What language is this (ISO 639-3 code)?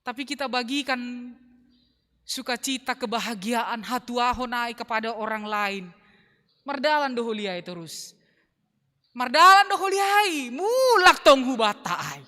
bts